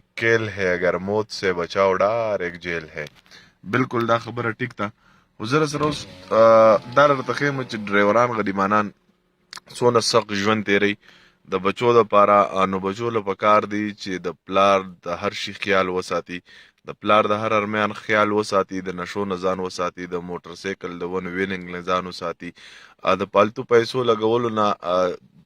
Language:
Pashto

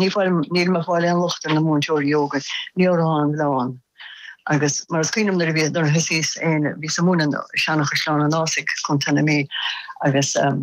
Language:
Irish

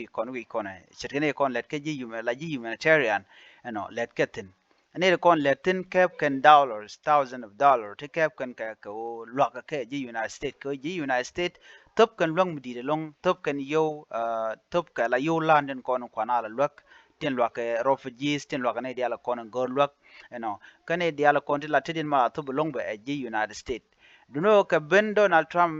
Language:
Nuer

